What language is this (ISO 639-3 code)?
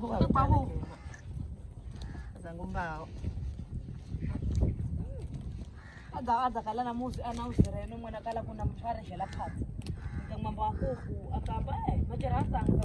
swa